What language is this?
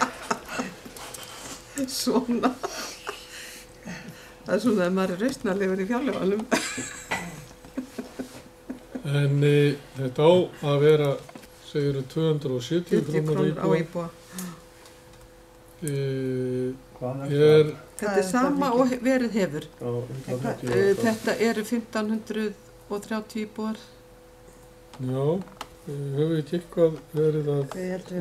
Icelandic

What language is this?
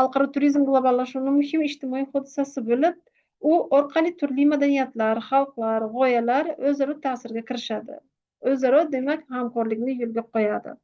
Uzbek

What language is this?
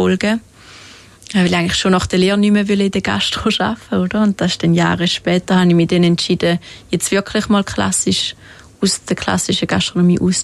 Swiss German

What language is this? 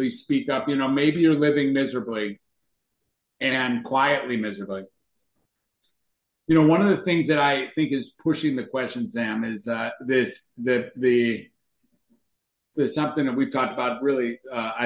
English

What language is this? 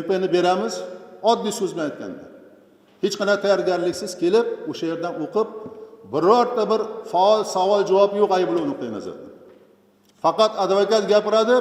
Uzbek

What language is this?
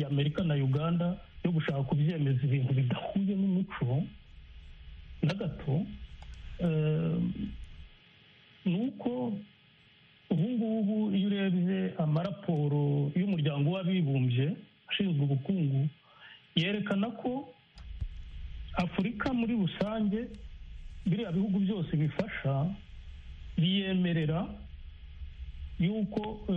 Kinyarwanda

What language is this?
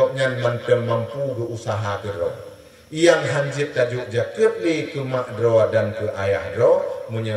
Achinese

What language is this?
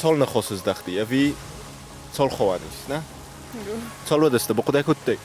Ossetic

